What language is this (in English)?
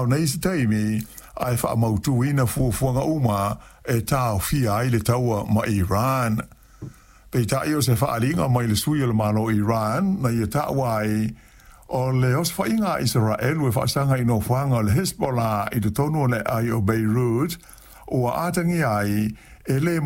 Samoan